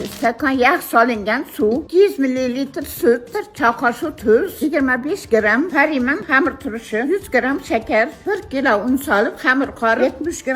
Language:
Uzbek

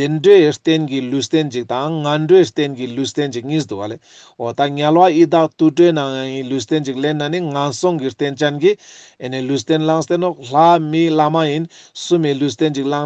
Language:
Ladakhi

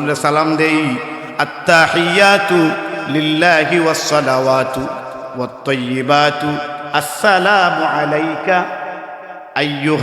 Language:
Sylheti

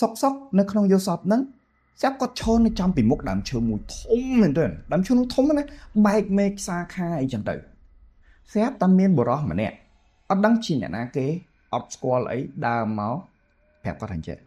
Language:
Khmer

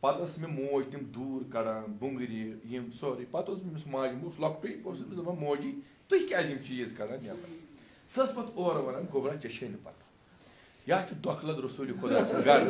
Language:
Kashmiri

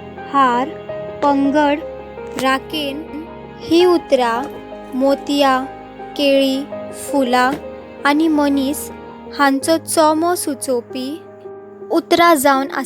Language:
Konkani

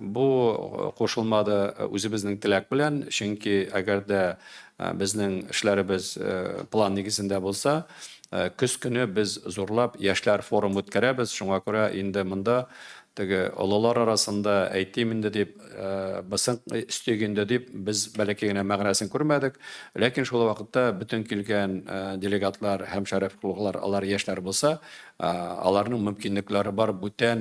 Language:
Tatar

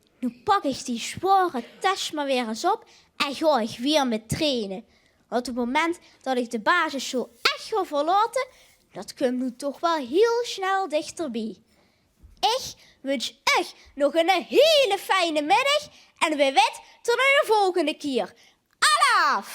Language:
Limburgish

